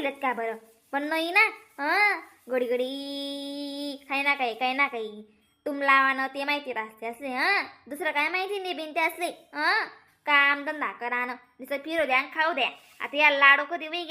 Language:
Khandesi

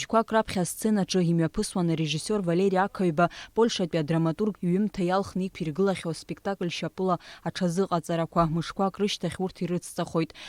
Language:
Abkhazian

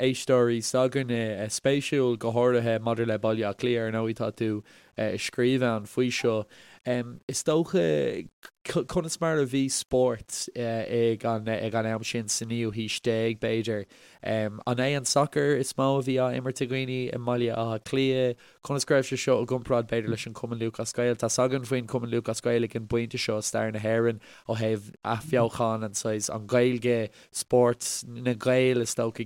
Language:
Irish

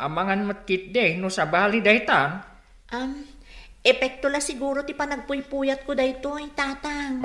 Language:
Iloko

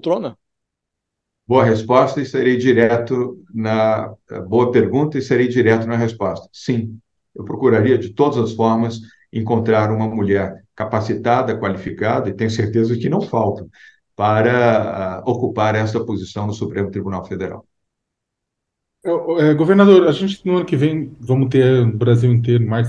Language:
Portuguese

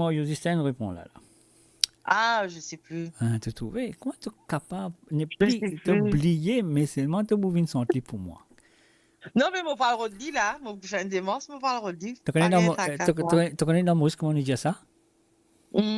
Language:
Morisyen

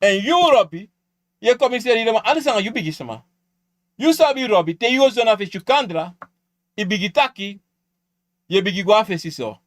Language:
Sranan Tongo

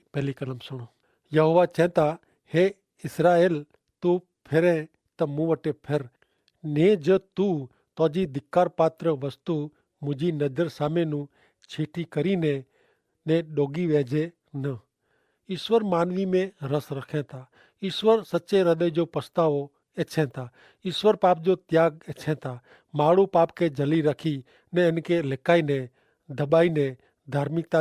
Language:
Kachhi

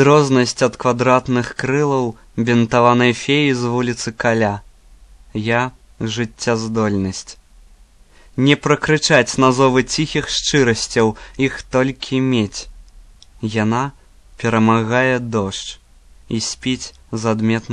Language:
Belarusian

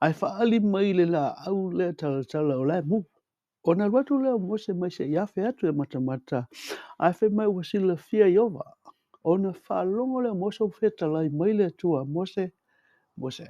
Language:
Samoan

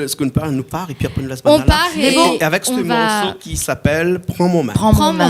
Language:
Réunion Creole French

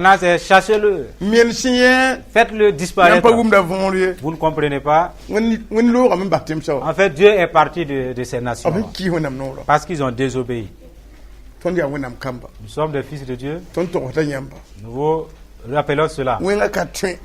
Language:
Mossi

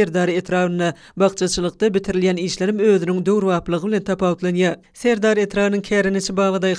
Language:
Turkmen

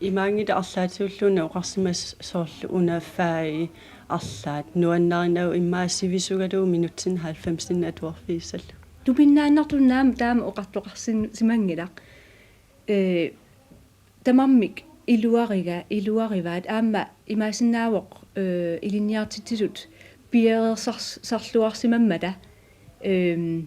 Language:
Kalaallisut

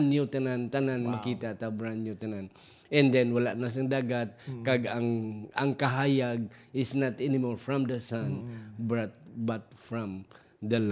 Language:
Hiligaynon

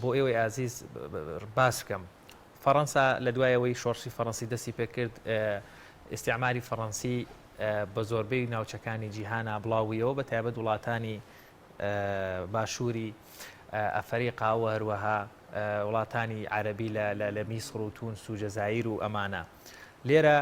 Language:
Central Kurdish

